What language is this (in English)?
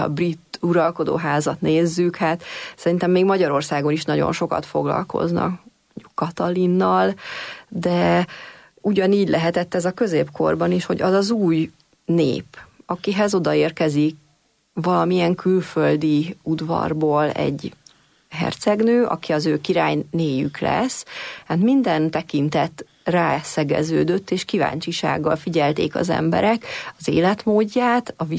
Hungarian